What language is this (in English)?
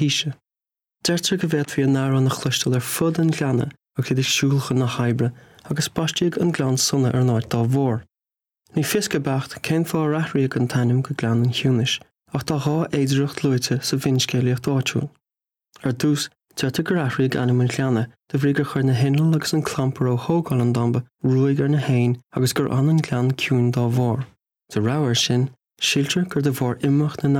Irish